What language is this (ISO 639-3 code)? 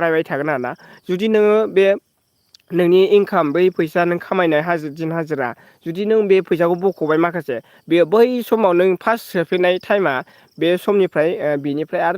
brx